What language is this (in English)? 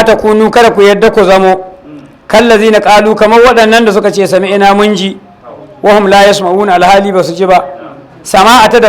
Hausa